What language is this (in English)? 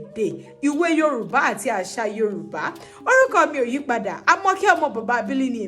Yoruba